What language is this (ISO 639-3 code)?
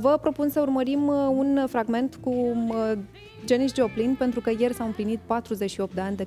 ron